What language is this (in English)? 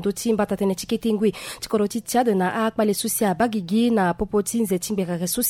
Sango